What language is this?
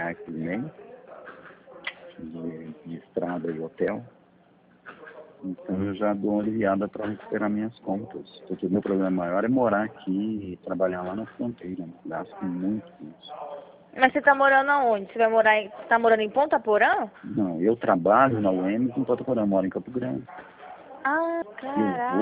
Portuguese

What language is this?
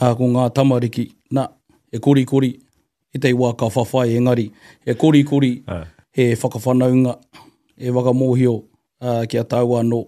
Māori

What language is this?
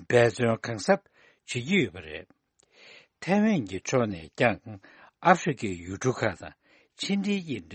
Tibetan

